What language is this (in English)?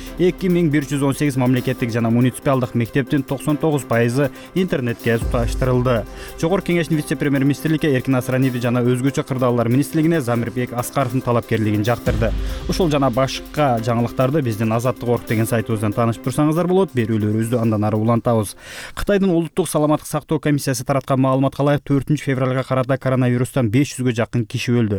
Kyrgyz